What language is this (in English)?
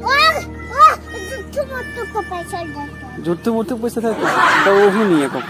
Chhattisgarhi